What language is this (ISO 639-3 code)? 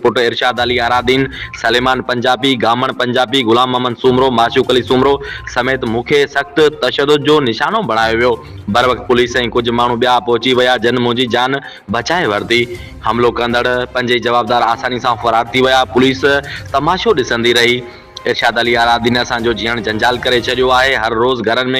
snd